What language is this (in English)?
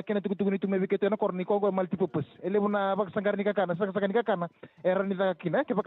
Fijian